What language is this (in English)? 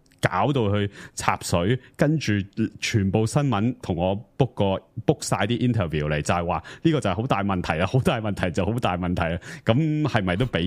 Cantonese